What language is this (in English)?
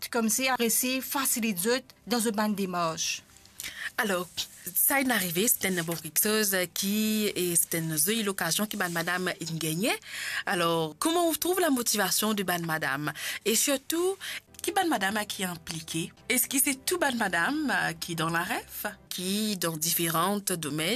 Morisyen